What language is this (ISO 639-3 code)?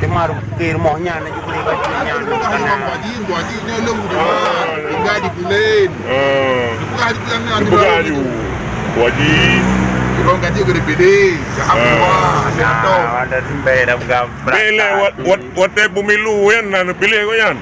ace